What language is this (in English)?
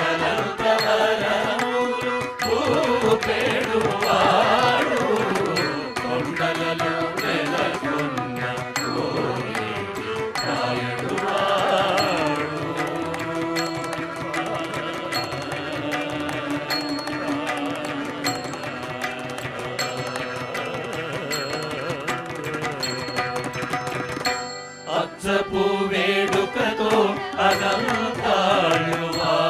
Telugu